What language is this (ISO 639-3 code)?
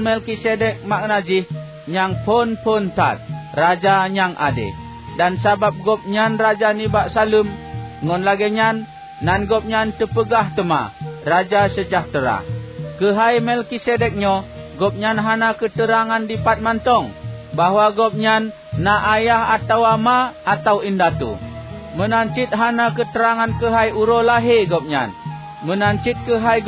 ace